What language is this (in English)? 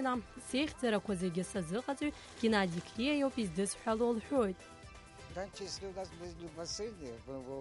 Abkhazian